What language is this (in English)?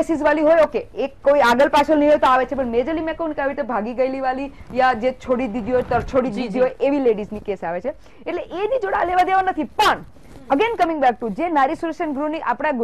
Gujarati